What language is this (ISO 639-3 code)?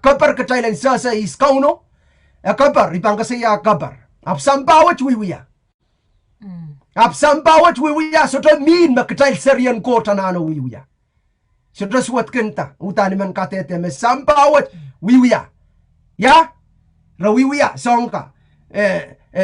pon